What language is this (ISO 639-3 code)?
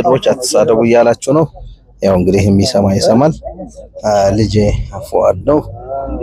amh